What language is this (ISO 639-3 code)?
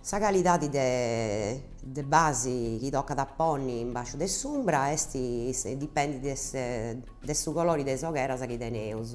srd